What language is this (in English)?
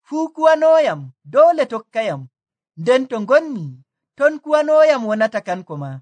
Nigerian Fulfulde